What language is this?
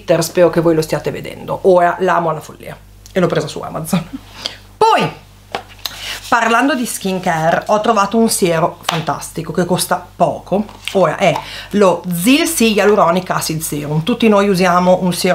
Italian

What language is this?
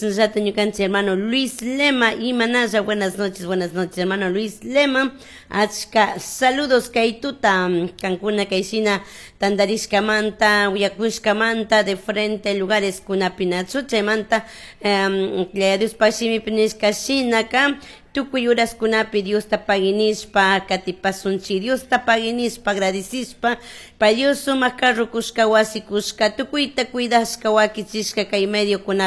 Chimborazo Highland Quichua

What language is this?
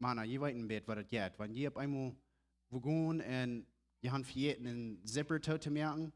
Plautdietsch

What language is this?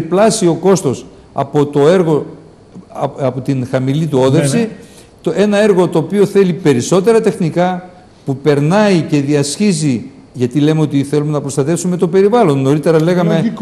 Greek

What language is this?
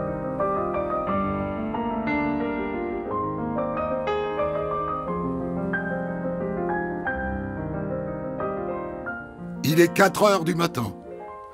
French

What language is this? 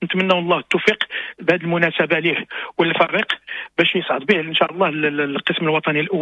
Moroccan Arabic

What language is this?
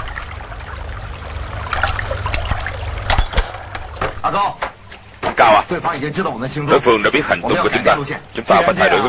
Vietnamese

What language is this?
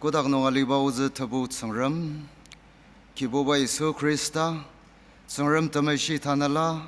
Ao Naga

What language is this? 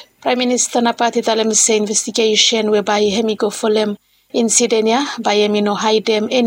Bislama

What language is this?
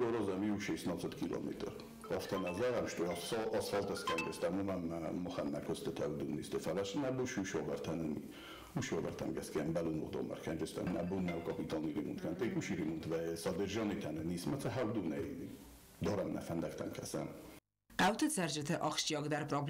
Ossetic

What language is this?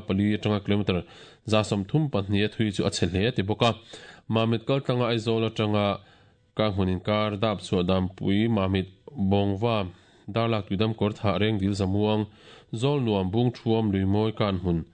Mizo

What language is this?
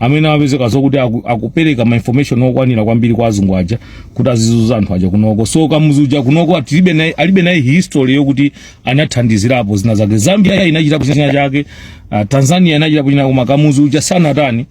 Nyanja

